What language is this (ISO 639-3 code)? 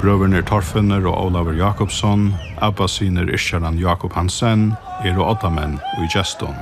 fao